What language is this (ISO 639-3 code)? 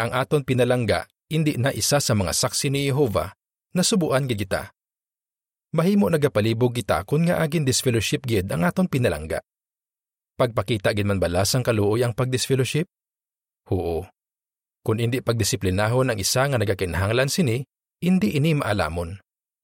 hil